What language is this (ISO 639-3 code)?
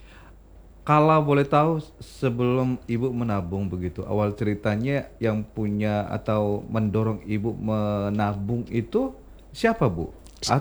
ind